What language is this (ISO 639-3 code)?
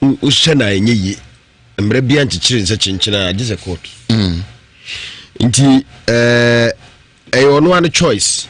aka